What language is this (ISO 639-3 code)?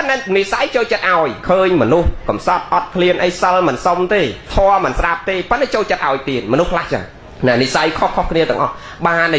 khm